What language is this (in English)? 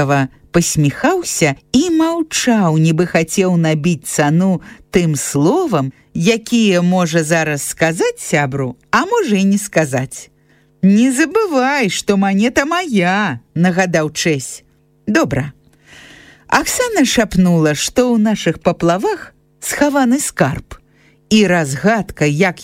Belarusian